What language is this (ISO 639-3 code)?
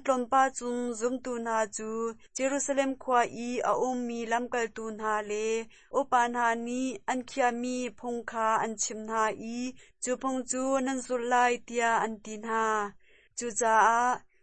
cnh